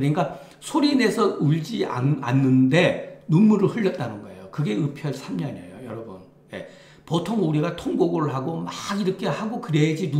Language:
Korean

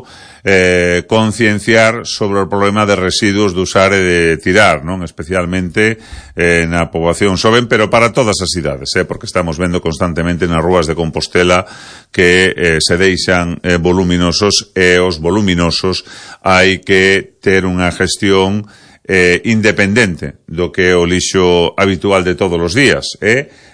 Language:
Galician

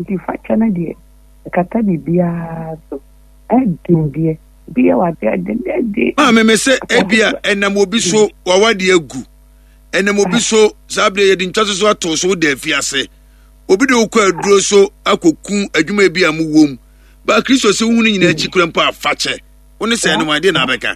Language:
Akan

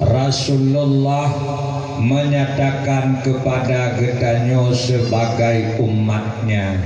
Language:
Achinese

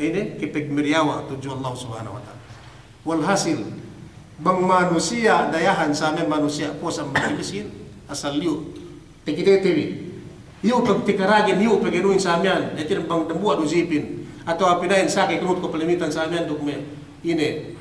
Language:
Yakan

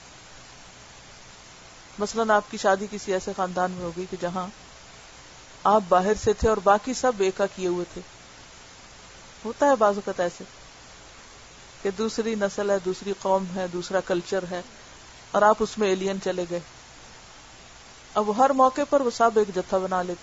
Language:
Urdu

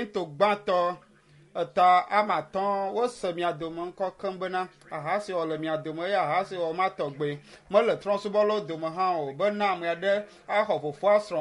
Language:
Ewe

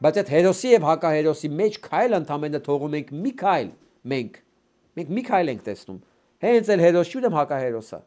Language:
Armenian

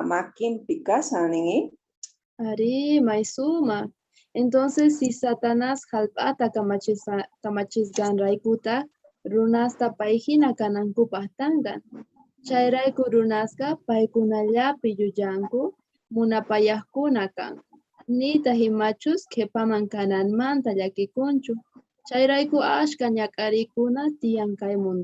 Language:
Quechua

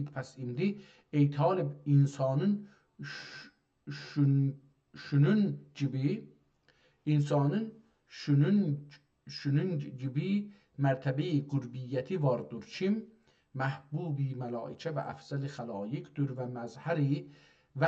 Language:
South Azerbaijani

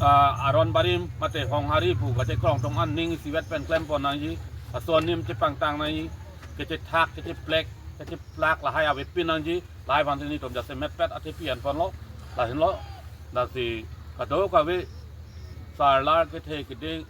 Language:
Karbi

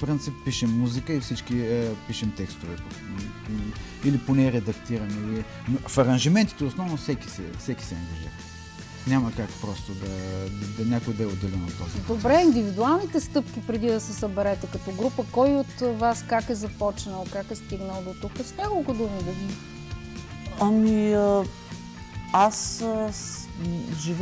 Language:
Bulgarian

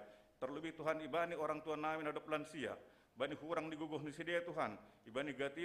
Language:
Batak Simalungun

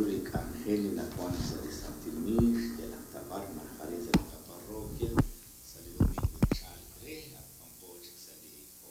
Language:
Kekchí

